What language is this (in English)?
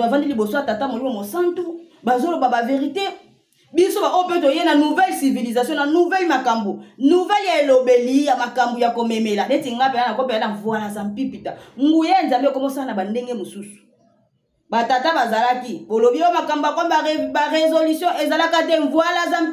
Lingala